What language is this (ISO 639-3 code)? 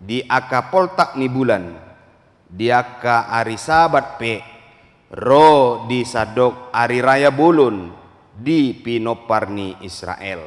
bbc